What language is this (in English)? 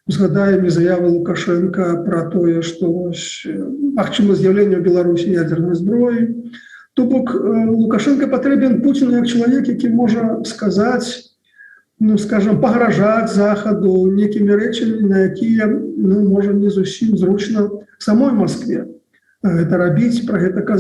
Belarusian